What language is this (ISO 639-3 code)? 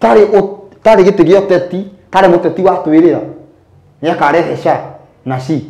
kik